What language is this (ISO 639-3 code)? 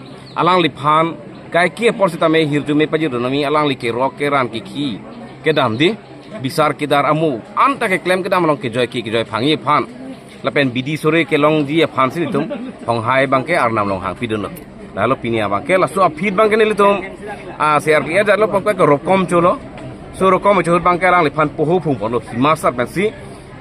mjw